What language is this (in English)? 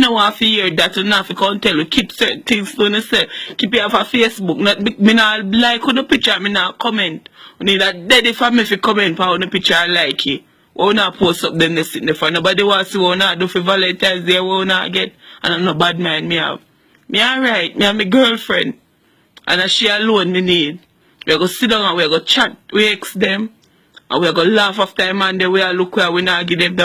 Jamaican Creole English